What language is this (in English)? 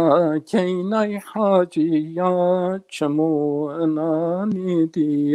Zaza